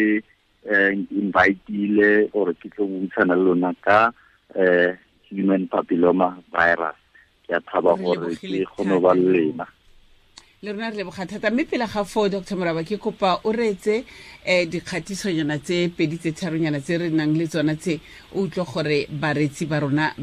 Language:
Tswana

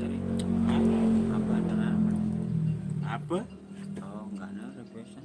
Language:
Sasak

